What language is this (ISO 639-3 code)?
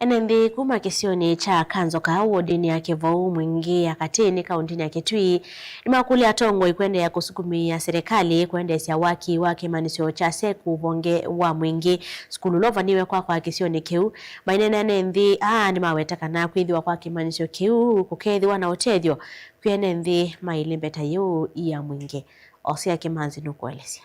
kam